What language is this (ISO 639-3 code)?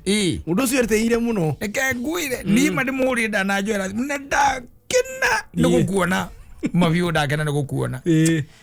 kik